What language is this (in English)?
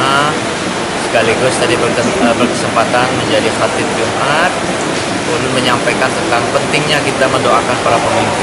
Banjar